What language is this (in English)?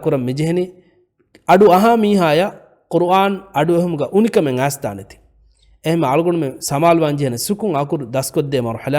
Divehi